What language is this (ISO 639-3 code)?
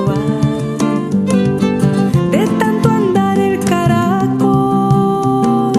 spa